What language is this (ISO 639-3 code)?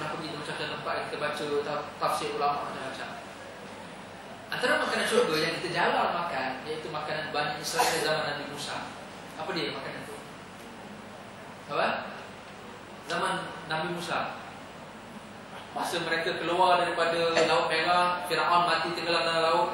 msa